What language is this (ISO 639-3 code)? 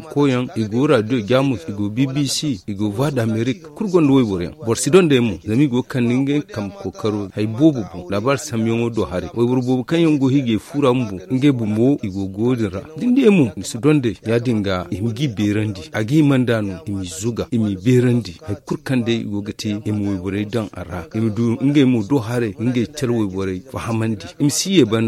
dje